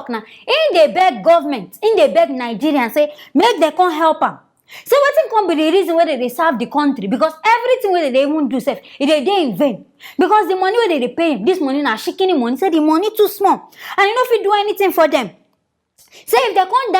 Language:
Nigerian Pidgin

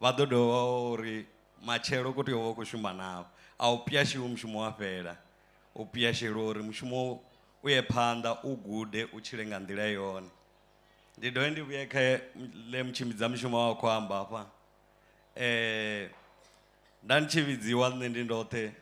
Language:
Venda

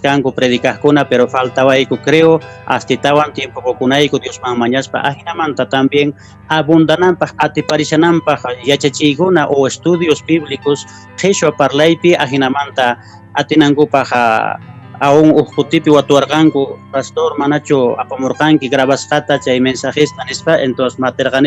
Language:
Quechua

